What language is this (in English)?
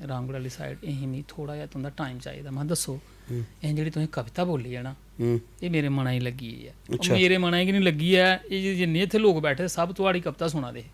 Dogri